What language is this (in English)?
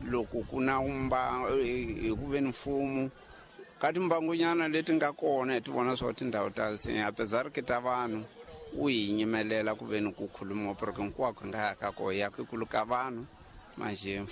Tsonga